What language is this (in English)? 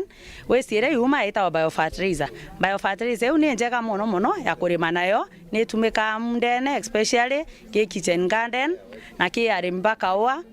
Meru